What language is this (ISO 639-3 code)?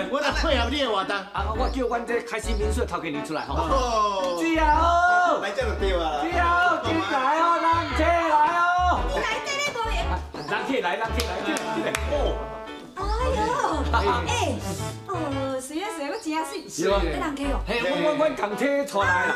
nan